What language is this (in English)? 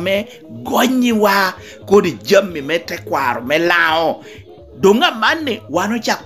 Lango (Uganda)